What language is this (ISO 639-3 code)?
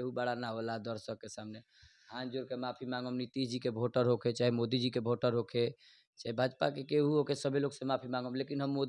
bho